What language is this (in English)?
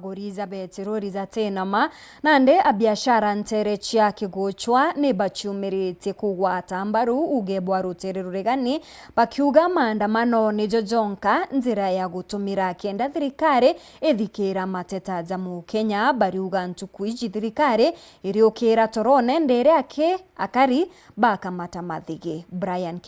Meru